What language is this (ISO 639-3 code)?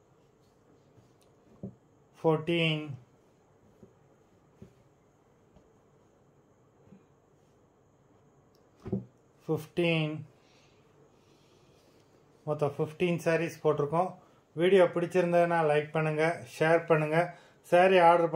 tam